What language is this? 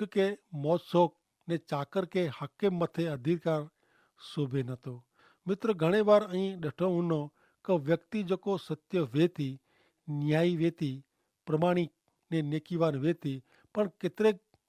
Kachhi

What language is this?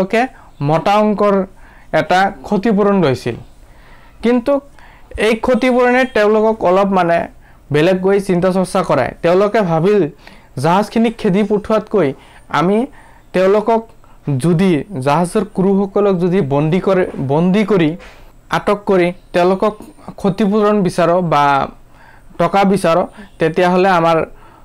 Assamese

